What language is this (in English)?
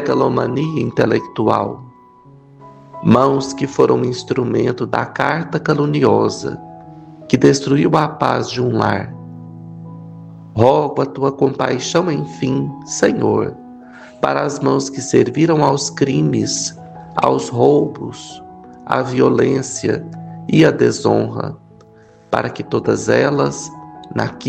Portuguese